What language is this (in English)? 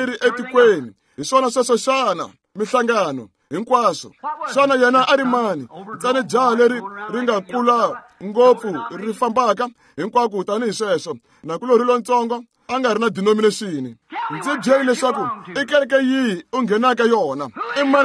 Tsonga